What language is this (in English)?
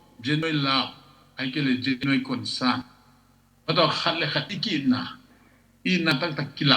Tedim Chin